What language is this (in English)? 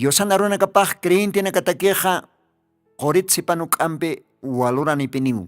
Aymara